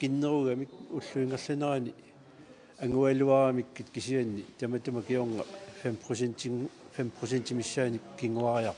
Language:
Kalaallisut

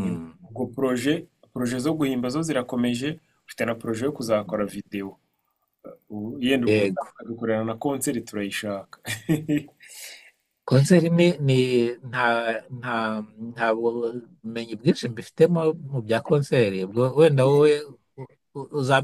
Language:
Kinyarwanda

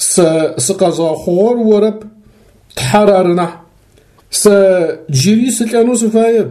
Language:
Adyghe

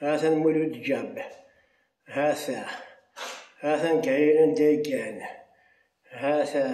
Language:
Kabyle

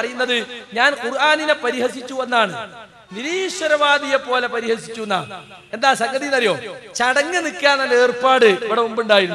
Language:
Malayalam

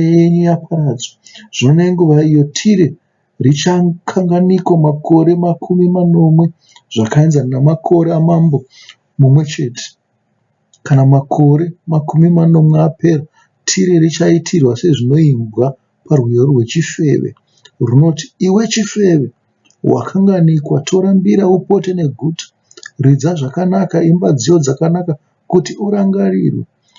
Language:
Shona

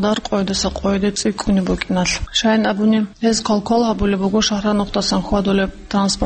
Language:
Avaric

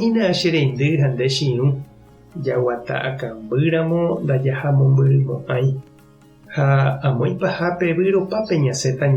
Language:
Guarani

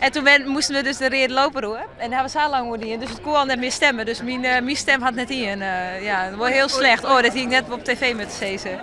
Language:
Western Frisian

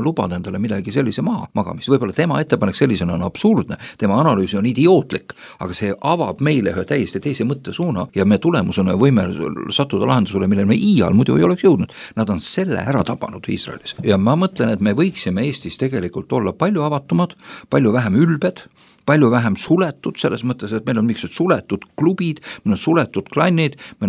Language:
Estonian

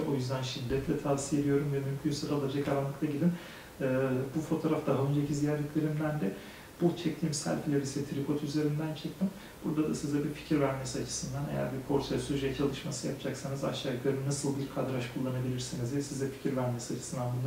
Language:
Turkish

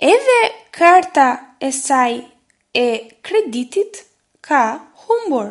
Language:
Albanian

